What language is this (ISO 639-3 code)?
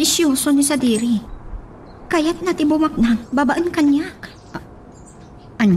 ilo